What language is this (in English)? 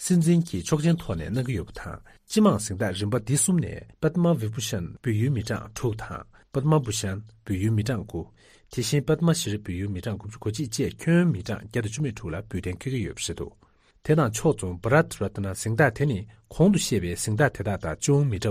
Tibetan